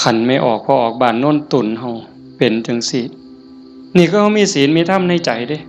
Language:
Northeastern Thai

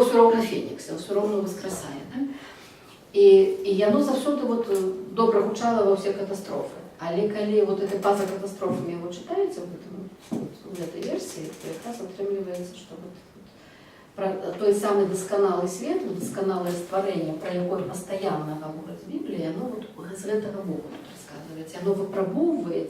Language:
Belarusian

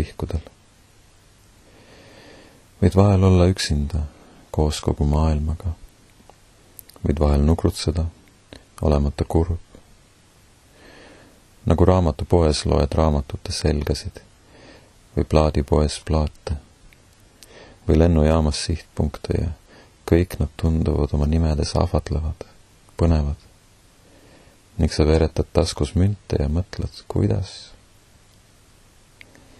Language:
Estonian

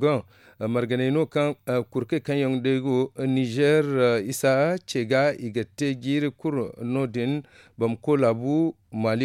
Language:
Zarma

